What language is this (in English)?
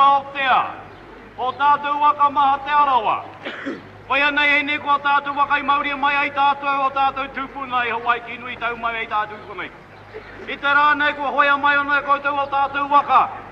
Māori